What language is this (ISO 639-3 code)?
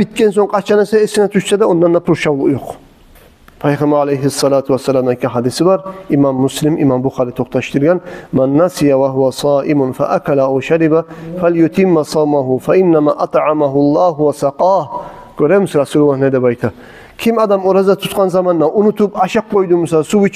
kum